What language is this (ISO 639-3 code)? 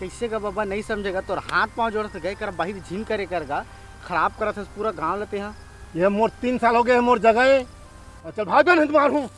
hne